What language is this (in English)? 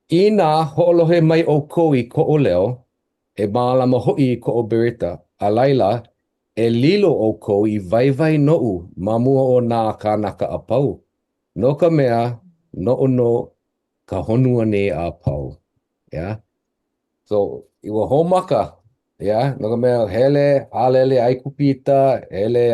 Hawaiian